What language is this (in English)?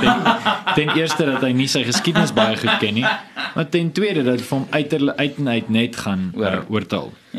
Afrikaans